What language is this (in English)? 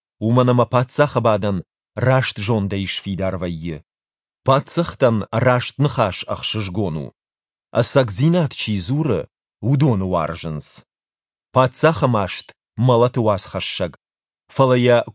Ossetic